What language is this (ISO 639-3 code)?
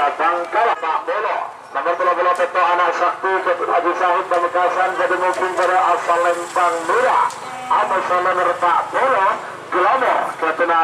mad